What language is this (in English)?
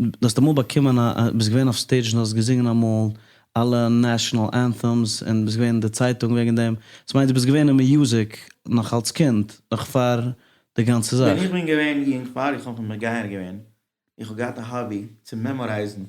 Yiddish